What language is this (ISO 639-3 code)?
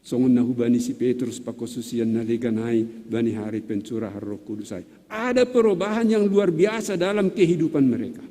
bts